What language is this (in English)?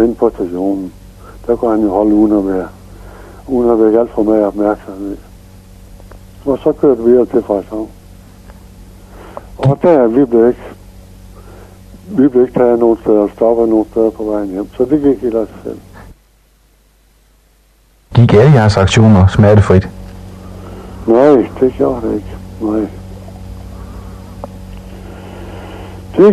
Danish